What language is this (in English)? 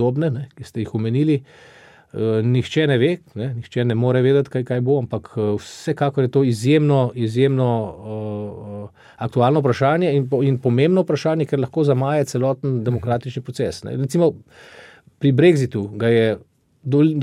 Slovenian